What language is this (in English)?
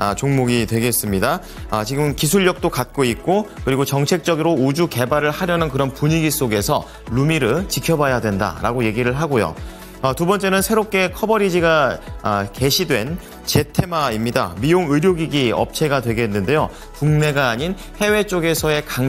Korean